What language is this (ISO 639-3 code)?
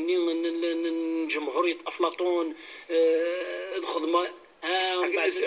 kab